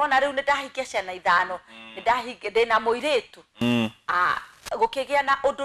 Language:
Kikuyu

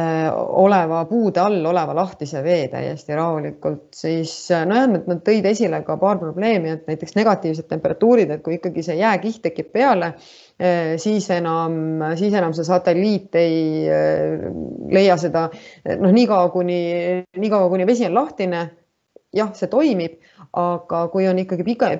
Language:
Estonian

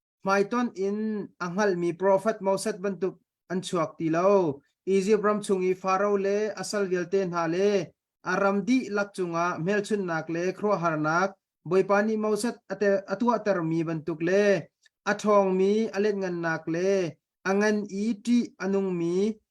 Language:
Hakha Chin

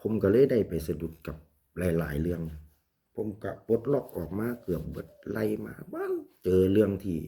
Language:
Lao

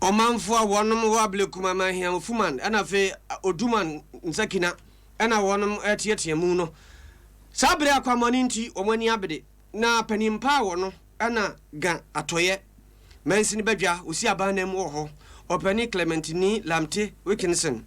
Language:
Akan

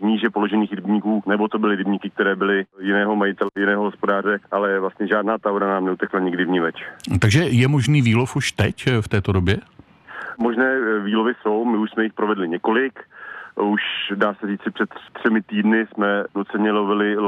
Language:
Czech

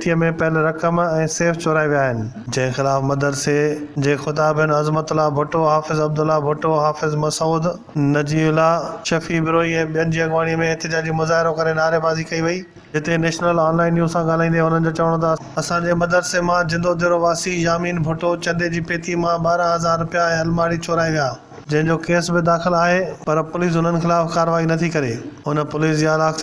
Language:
Sindhi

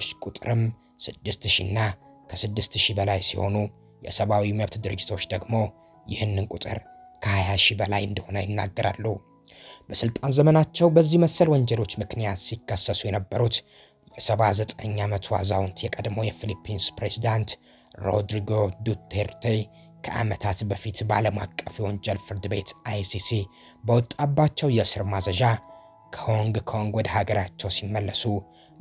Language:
Amharic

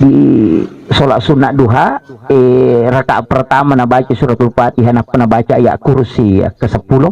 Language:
Buginese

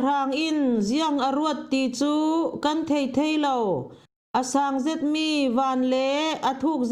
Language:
Falam Chin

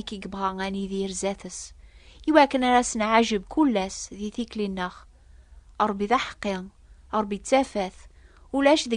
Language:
Kabyle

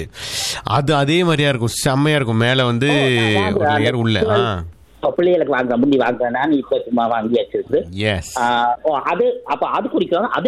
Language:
Tamil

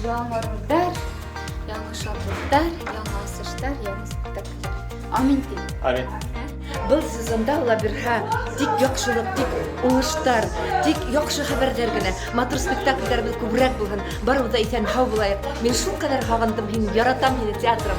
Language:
Bashkir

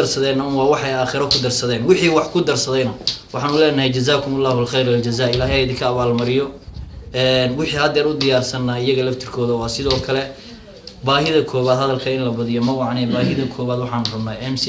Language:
Somali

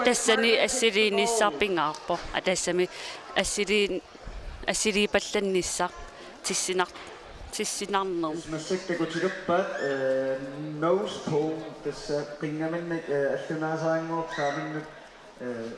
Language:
Kalaallisut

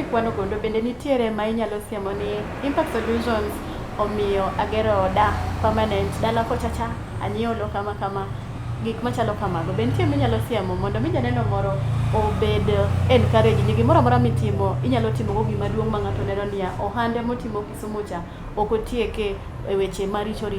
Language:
Luo (Kenya and Tanzania)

